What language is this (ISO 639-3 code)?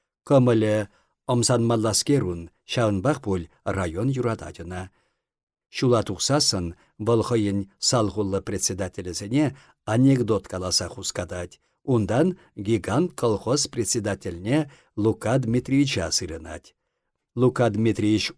chv